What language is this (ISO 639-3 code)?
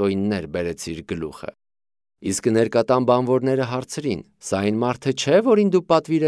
hye